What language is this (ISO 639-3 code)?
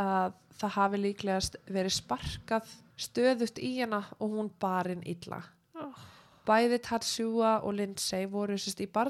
isl